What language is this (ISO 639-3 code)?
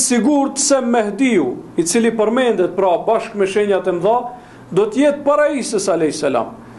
sqi